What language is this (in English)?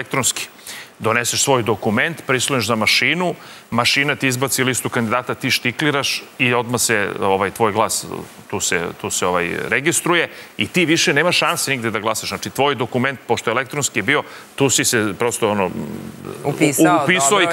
Serbian